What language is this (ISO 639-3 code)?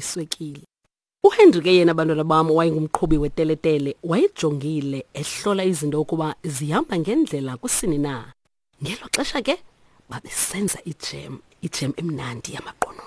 xho